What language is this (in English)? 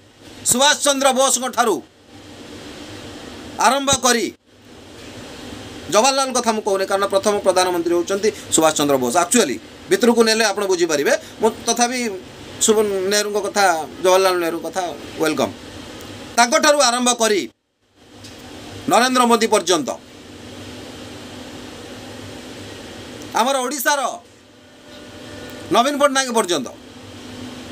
Odia